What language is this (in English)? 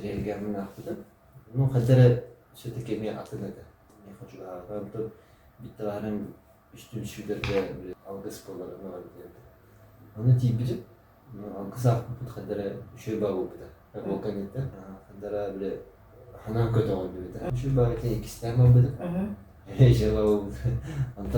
Yakut